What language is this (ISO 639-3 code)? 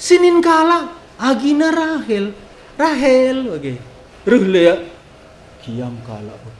btx